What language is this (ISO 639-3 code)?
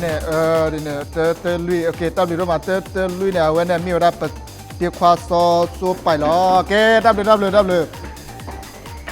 ksw